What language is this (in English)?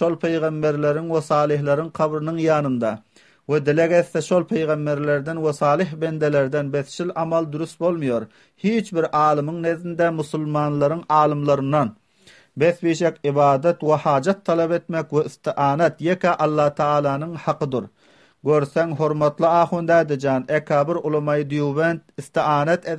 Turkmen